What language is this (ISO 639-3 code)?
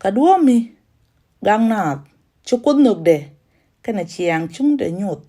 nus